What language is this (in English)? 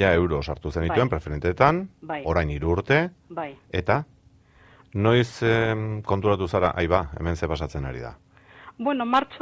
Basque